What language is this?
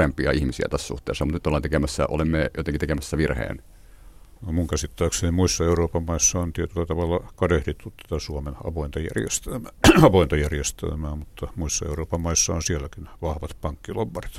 Finnish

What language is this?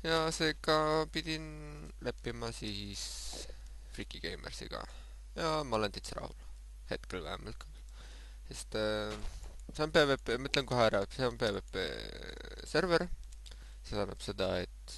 Estonian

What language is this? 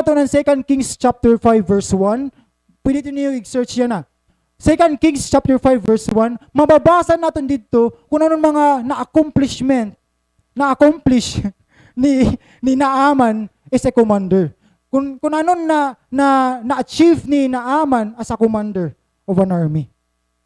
Waray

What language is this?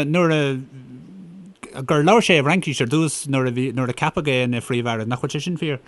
Irish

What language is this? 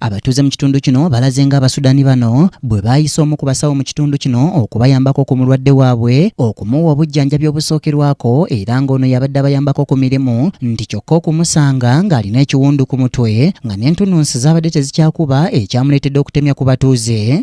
Ganda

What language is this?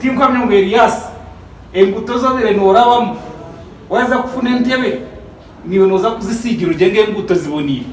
Nyankole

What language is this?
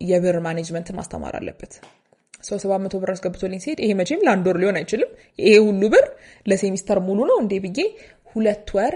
Amharic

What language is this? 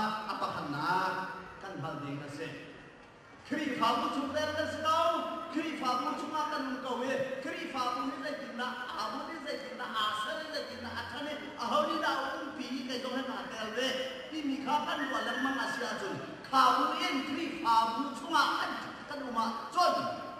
Hakha Chin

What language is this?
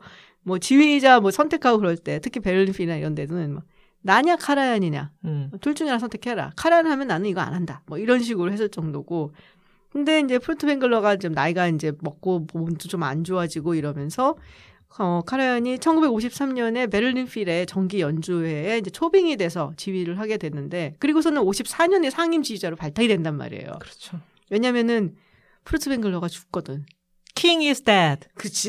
Korean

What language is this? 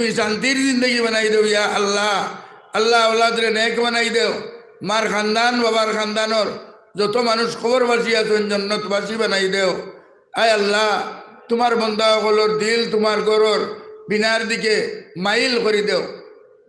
Sylheti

